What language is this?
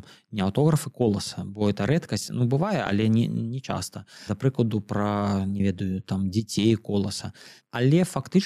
Belarusian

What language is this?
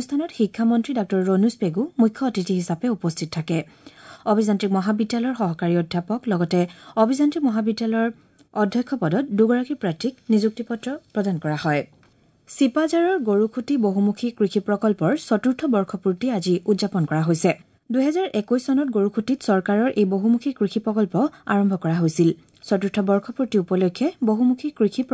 Assamese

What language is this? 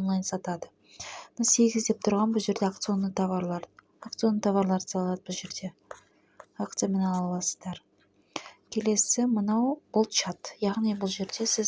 Kazakh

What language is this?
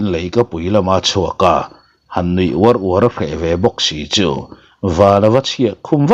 Mizo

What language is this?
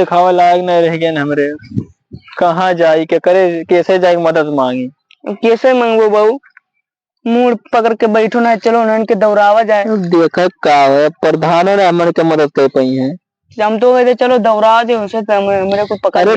Awadhi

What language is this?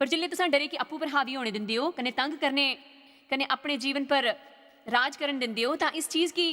Dogri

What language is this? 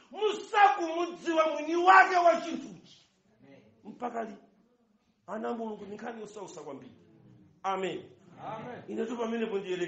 Nyanja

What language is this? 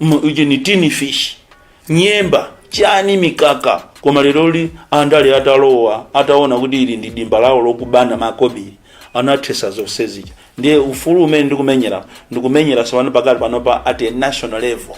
Nyanja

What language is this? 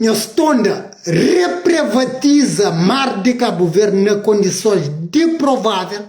Kabuverdianu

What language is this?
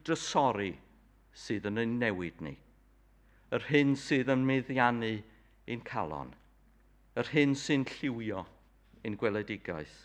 Welsh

